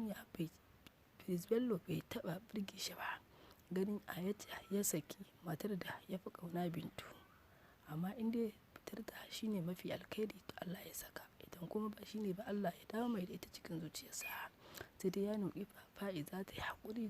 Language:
Hausa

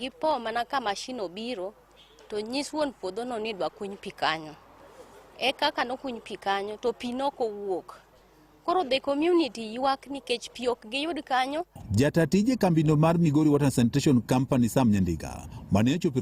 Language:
Luo (Kenya and Tanzania)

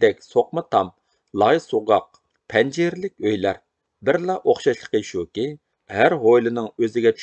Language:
Uyghur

